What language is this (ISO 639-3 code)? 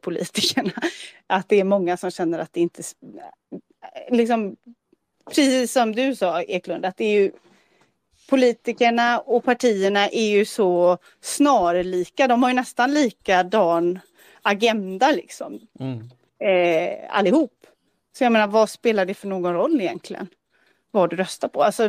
swe